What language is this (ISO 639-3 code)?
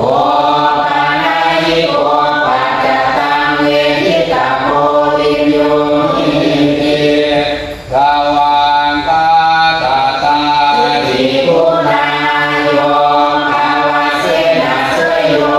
pli